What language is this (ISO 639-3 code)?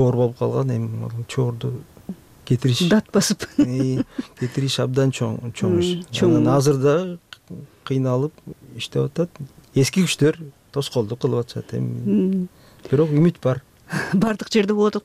kir